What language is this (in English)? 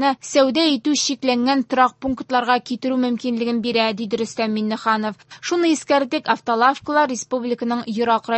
Tatar